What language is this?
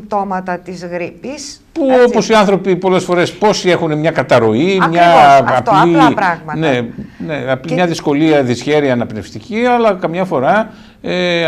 Greek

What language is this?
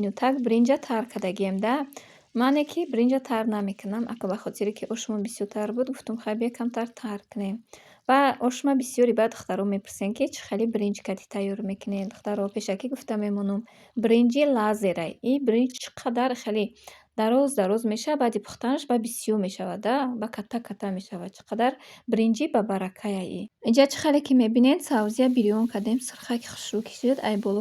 Tajik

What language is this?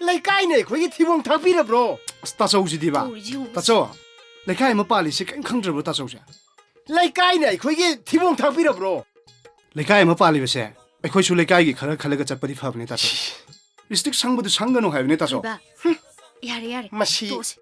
Manipuri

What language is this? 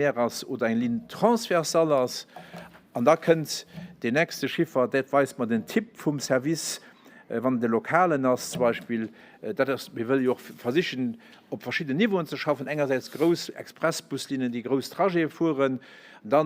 Luxembourgish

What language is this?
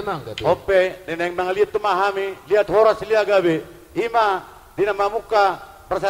Batak Karo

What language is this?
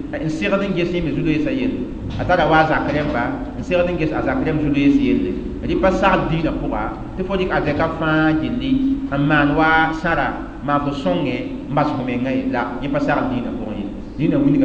Mossi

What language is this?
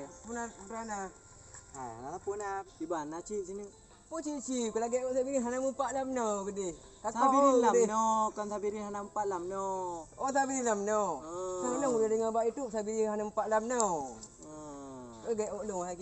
Achinese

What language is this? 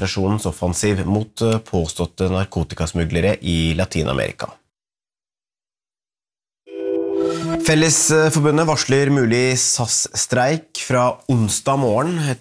Norwegian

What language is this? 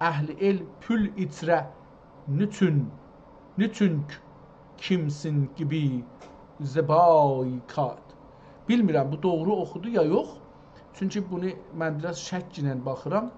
South Azerbaijani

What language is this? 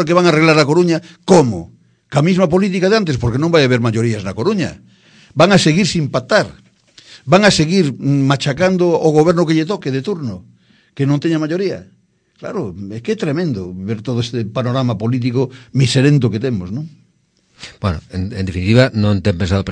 Galician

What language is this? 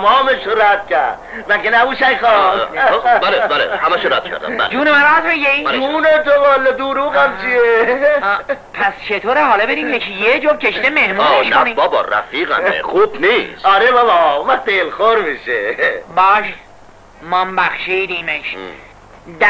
Persian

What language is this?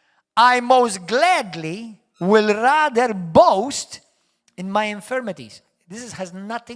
English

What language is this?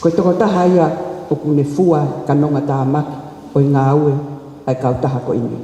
Tongan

